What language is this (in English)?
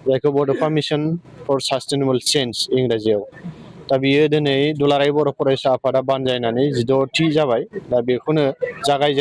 Bodo